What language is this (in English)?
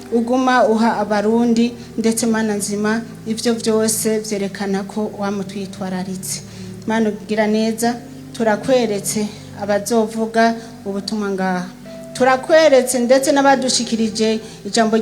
Rundi